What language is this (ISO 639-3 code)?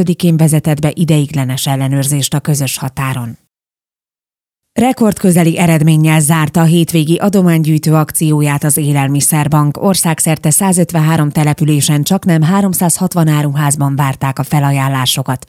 hun